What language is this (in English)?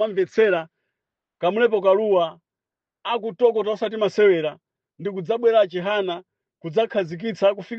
Nyanja